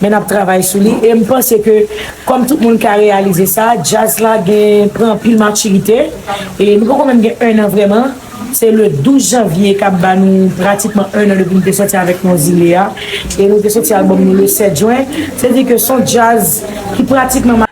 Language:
Haitian Creole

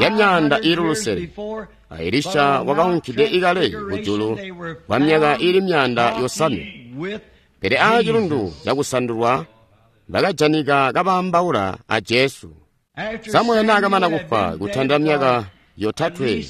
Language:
Tonga (Zambia)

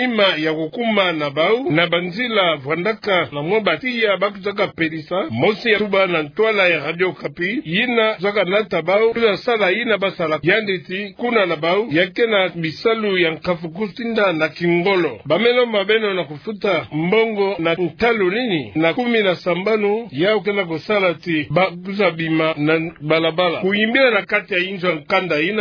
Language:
Kituba (Democratic Republic of Congo)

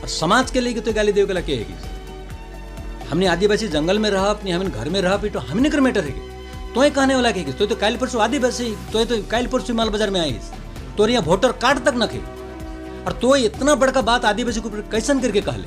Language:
Sadri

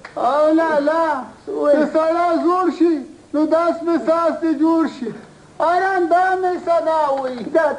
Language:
Pashto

